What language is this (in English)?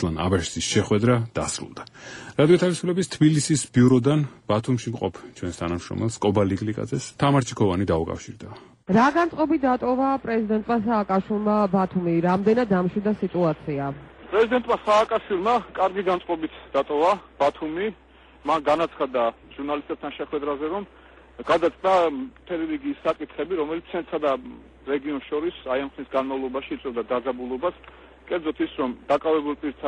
Georgian